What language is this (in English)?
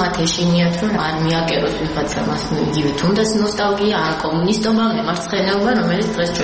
Georgian